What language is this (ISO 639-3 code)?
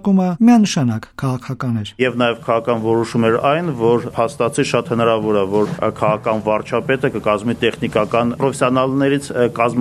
hye